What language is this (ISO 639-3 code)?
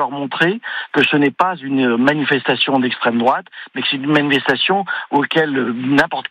fra